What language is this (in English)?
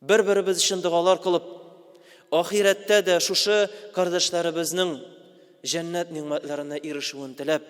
Tatar